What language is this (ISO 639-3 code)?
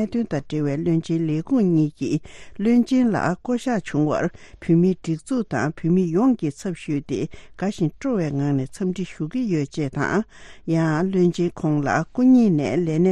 bod